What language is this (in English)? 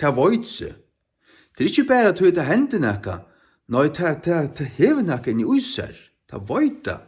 Faroese